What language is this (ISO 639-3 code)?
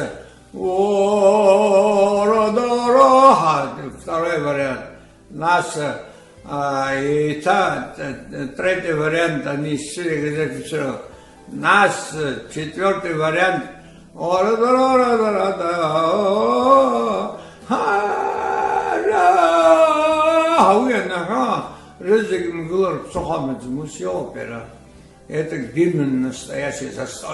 abk